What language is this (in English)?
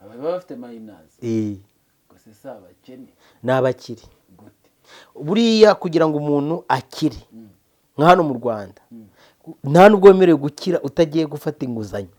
Kinyarwanda